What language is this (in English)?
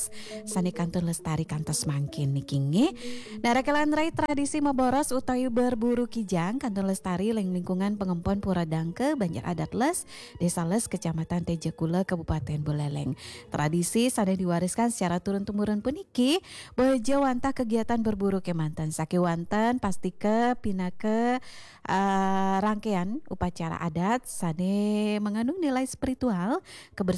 Balinese